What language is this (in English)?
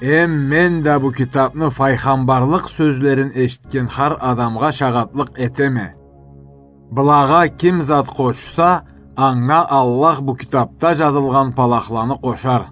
Karachay-Balkar